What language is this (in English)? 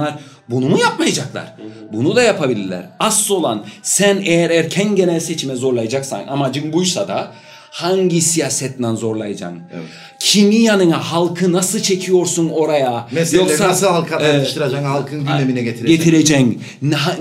Turkish